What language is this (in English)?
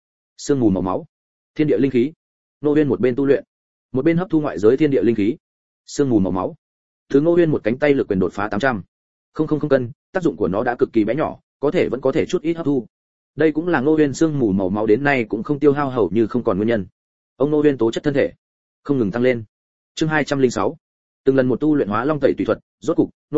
Vietnamese